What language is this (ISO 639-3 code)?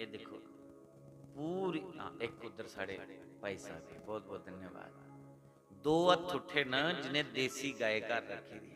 doi